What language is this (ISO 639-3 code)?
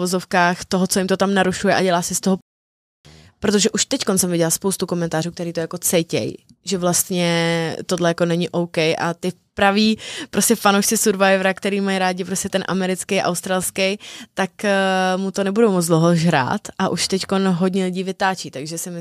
ces